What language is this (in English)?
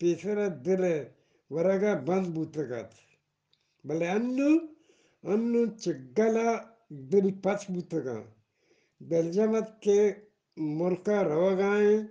Eastern Balochi